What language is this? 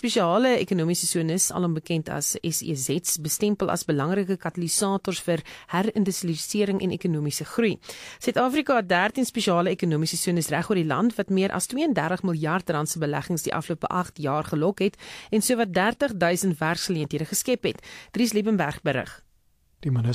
Afrikaans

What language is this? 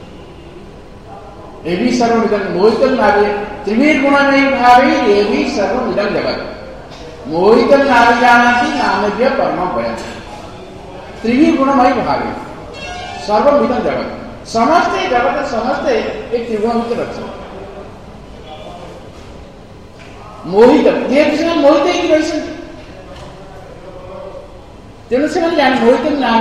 Odia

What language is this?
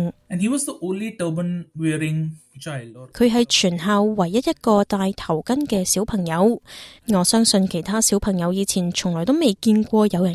Cantonese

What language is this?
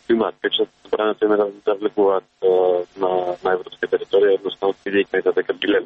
Macedonian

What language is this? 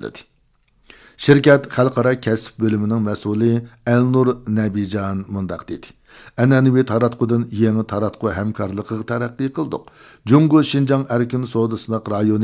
Uyghur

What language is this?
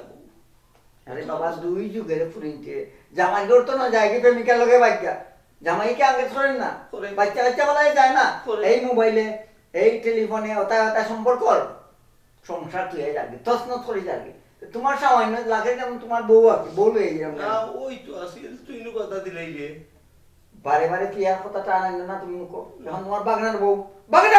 Sylheti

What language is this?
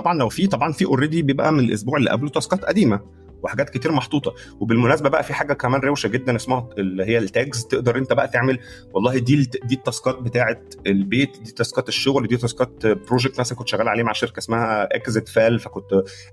Egyptian Arabic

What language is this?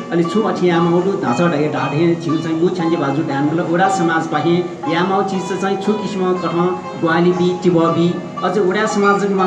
Newari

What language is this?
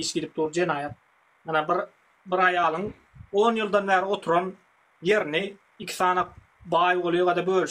Turkmen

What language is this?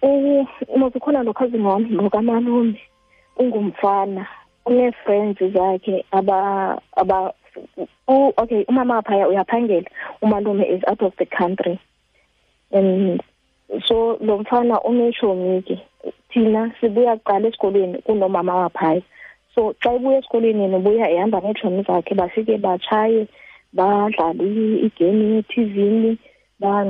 Xhosa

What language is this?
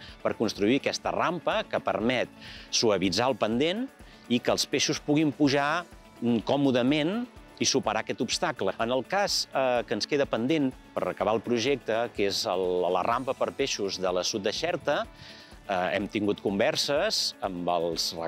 Catalan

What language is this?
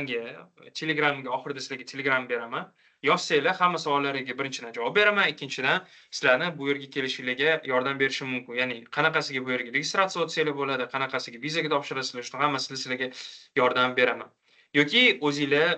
Uzbek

